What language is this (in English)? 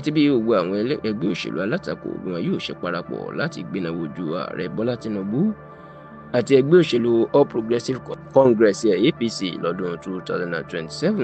Yoruba